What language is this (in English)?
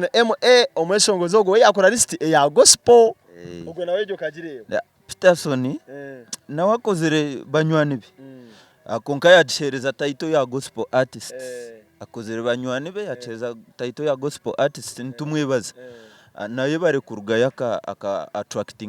Nyankole